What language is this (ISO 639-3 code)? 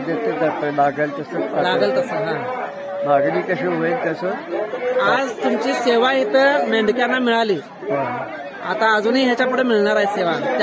mar